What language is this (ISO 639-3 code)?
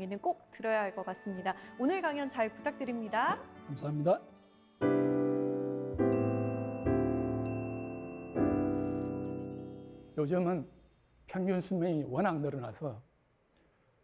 kor